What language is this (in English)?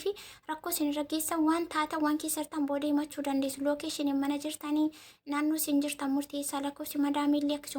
Oromo